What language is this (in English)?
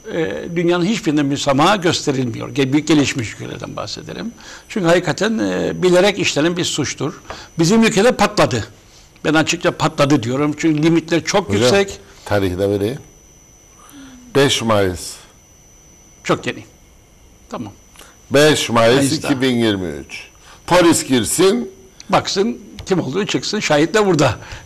Turkish